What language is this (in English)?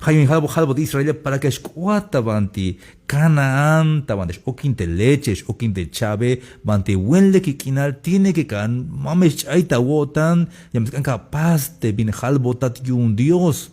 Tzeltal